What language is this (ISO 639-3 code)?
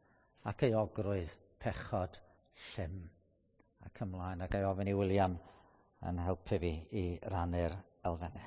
cym